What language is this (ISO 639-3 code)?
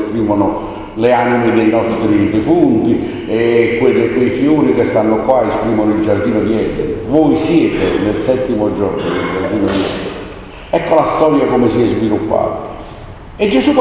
ita